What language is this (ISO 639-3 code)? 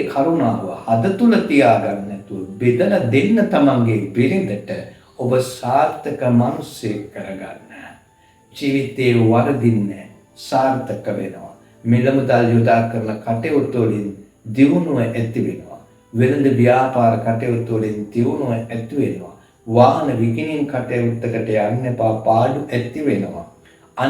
sin